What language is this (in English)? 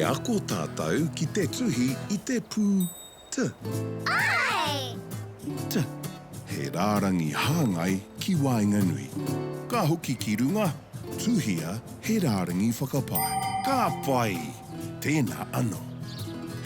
Māori